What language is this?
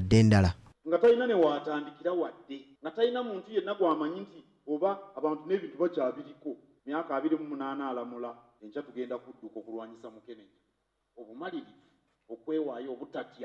Ganda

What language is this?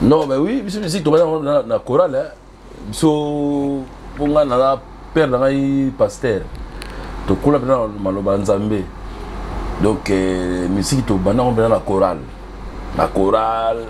Lingala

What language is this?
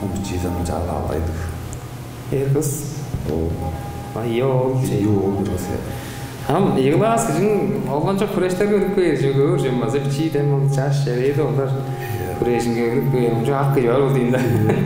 Tuvinian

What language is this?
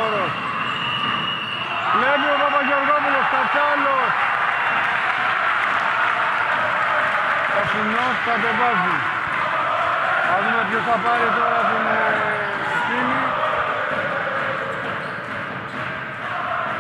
Greek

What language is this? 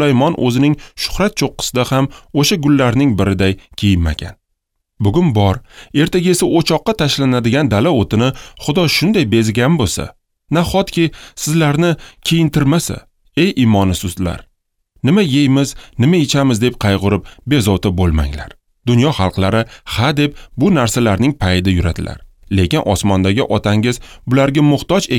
Uzbek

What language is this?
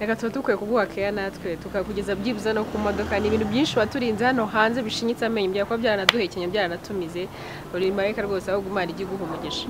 Kinyarwanda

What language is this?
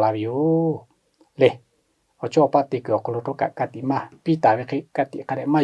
Lahu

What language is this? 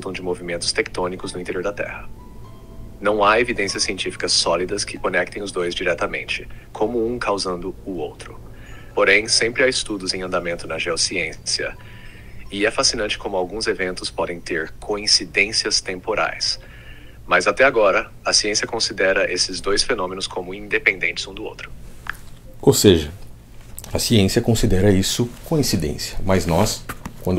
Portuguese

